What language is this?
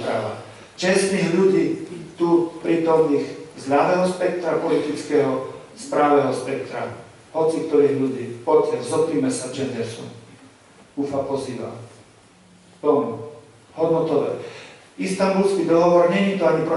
Slovak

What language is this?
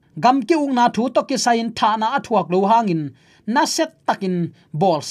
Tedim Chin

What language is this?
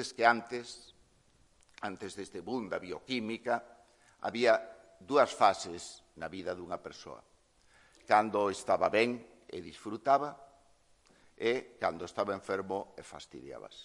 Galician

